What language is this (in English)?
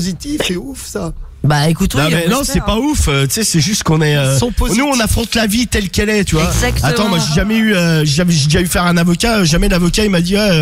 French